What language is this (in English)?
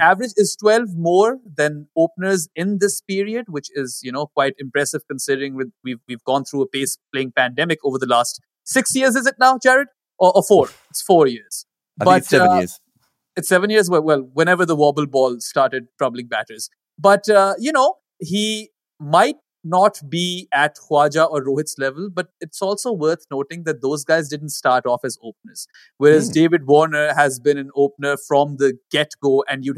English